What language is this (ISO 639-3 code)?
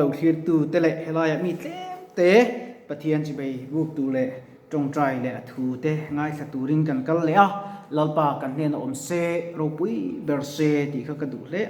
lus